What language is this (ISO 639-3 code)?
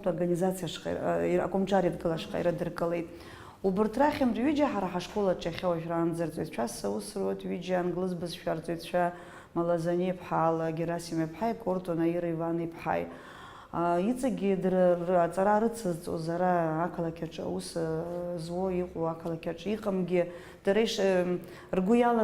abk